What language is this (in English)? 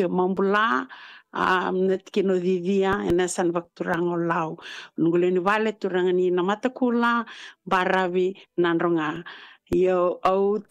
Fijian